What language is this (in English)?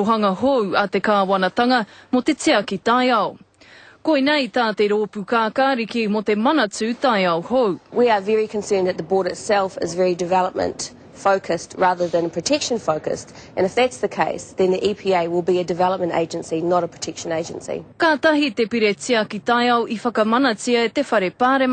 Māori